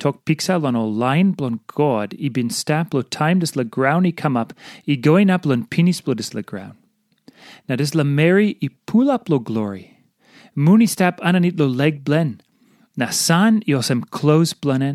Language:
Tok Pisin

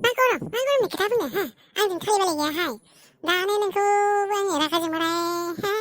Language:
Bodo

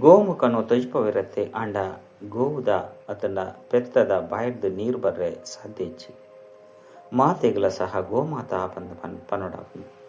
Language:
Tulu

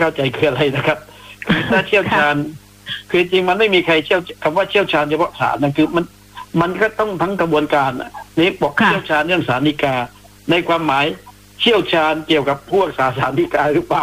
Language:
Thai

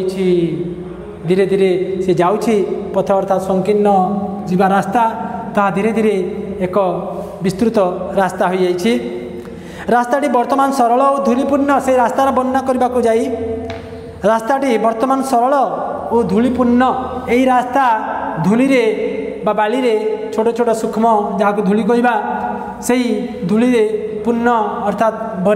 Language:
Odia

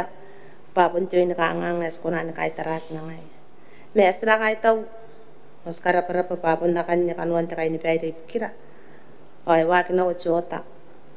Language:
Gilbertese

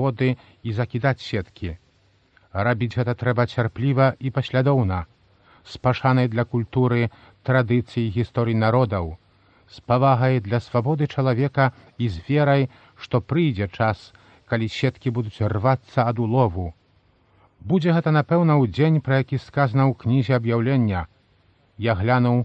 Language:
Belarusian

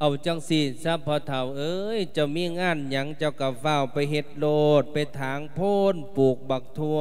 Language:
Lao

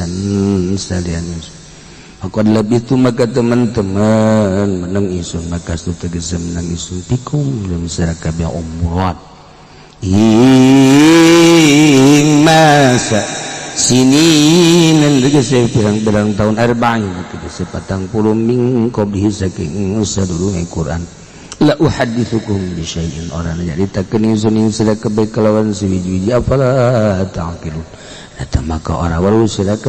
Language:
Sundanese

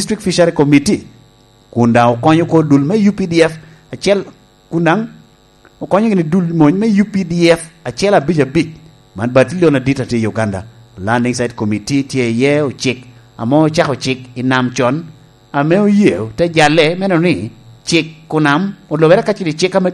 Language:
Lango (Uganda)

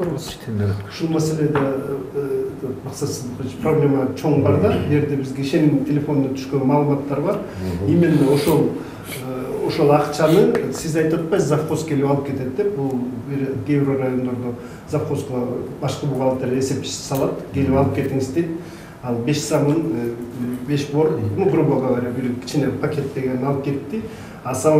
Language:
Kyrgyz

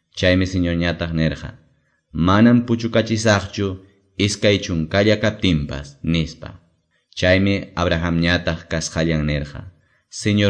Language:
Quechua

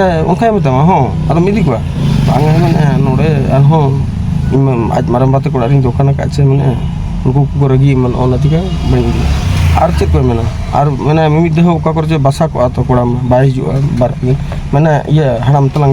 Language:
Santali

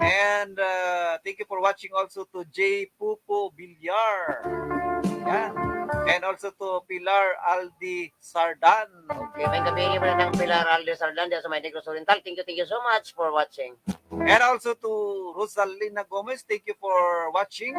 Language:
Cebuano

